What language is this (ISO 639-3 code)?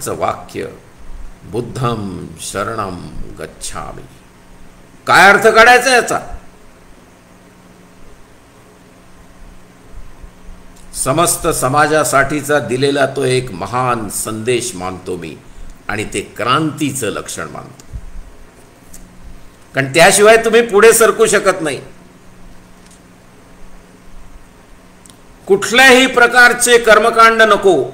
mar